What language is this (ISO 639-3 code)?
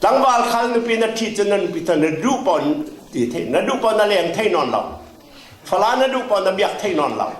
cfm